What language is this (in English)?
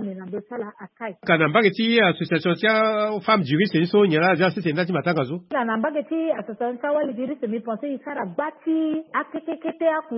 Sango